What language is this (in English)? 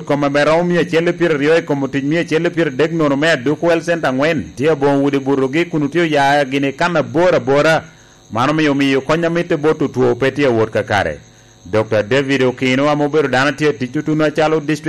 Lango (Uganda)